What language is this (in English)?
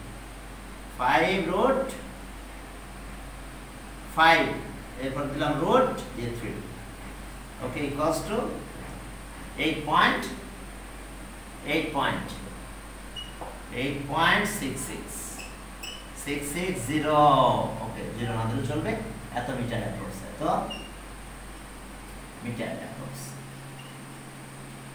Bangla